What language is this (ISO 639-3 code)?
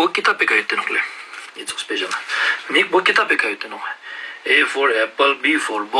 lbj